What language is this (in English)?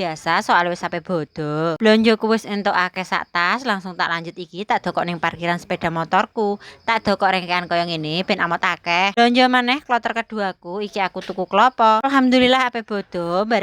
Javanese